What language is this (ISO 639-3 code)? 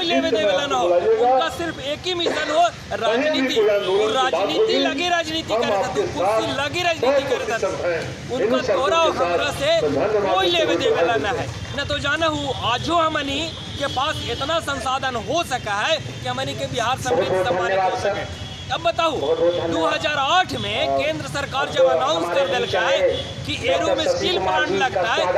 mag